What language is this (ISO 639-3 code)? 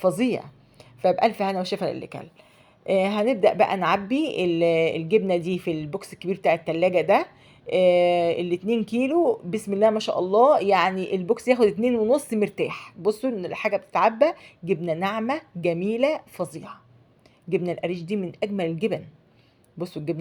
arz